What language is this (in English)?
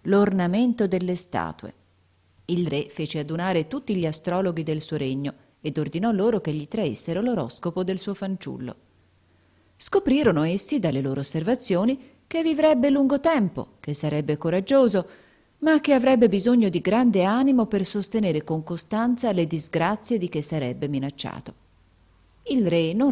Italian